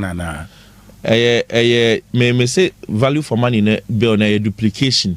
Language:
Akan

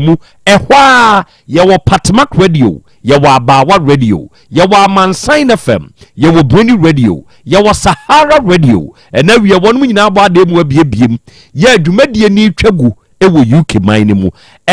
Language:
Akan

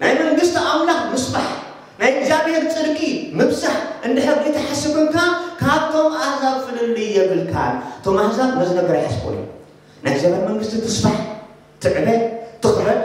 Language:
Tigrinya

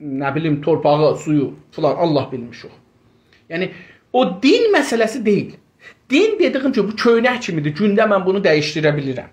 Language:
South Azerbaijani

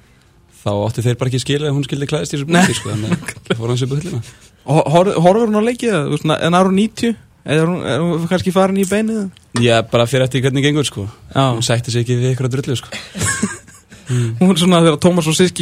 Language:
Icelandic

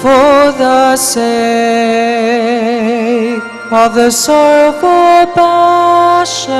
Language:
Pampanga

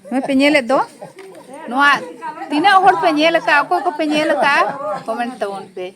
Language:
Santali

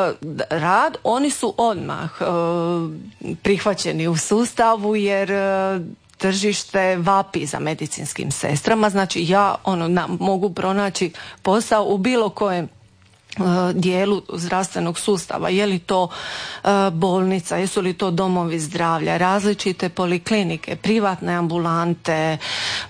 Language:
Croatian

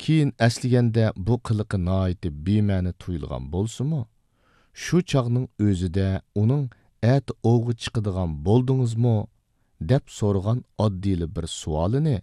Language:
Uyghur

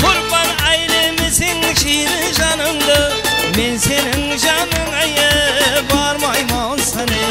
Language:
Kara-Kalpak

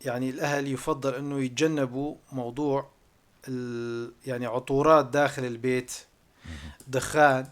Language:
North Levantine Arabic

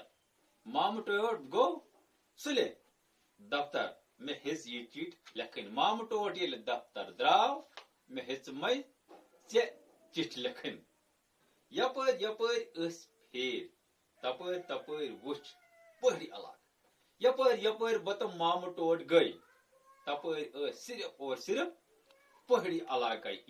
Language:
Kashmiri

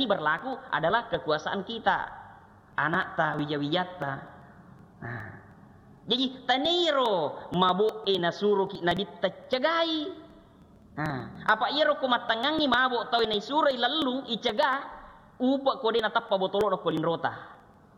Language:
Buginese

